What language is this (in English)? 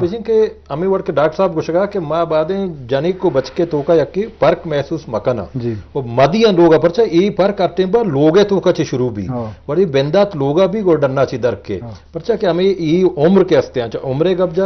Eastern Balochi